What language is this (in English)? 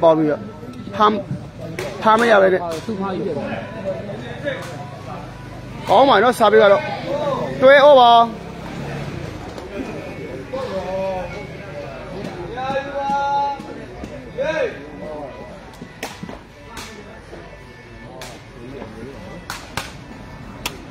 Burmese